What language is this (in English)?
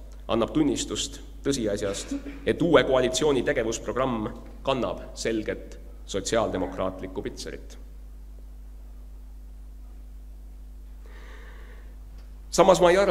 Estonian